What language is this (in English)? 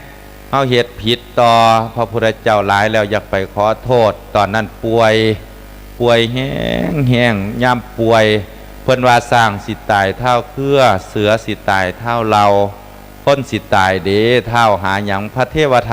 Lao